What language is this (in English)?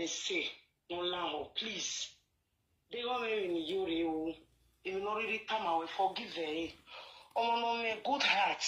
Nigerian Pidgin